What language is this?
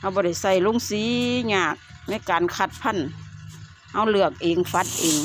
Lao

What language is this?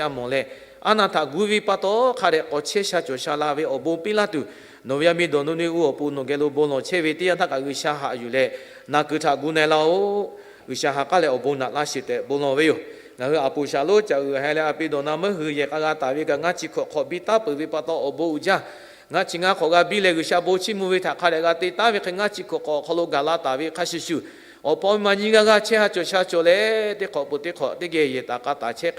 Lahu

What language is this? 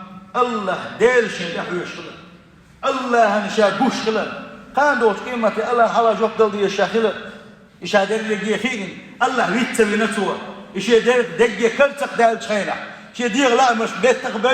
Chechen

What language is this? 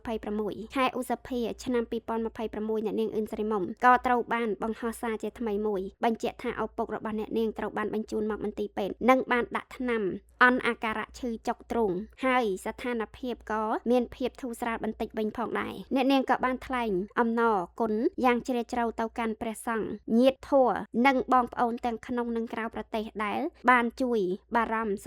Khmer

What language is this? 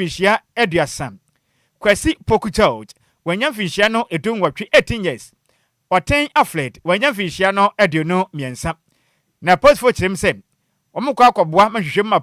Akan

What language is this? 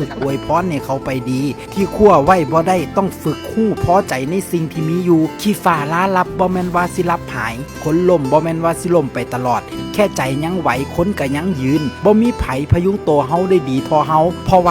Lao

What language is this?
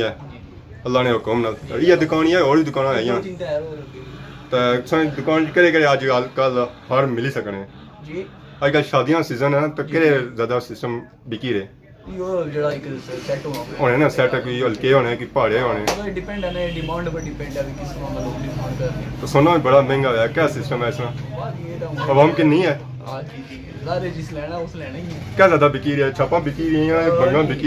Pahari-Potwari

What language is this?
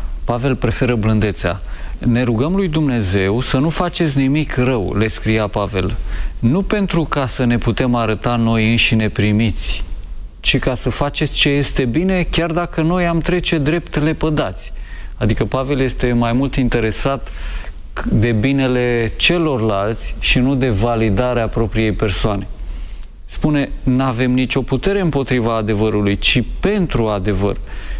Romanian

